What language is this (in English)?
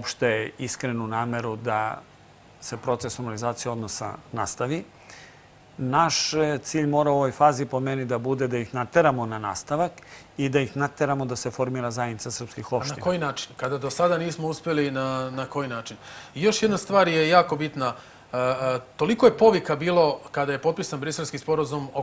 Serbian